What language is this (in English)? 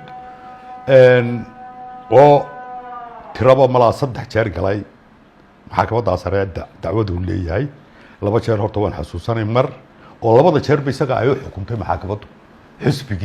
Somali